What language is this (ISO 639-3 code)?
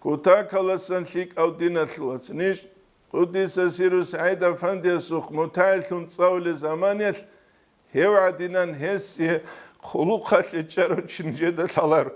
ava